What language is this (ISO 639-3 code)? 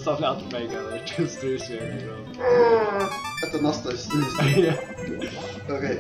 fao